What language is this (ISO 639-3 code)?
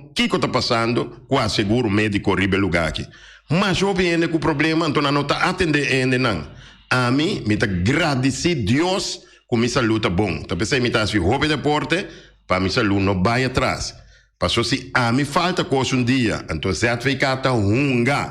pap